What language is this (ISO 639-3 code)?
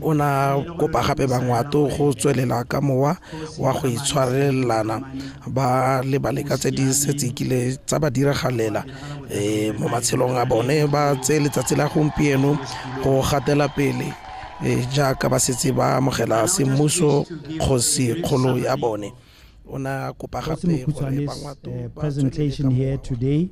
tsn